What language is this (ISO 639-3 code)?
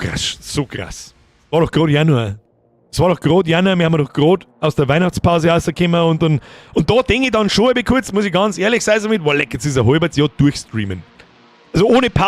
bar